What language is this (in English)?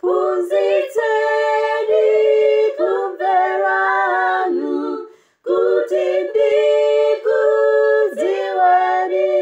Nyanja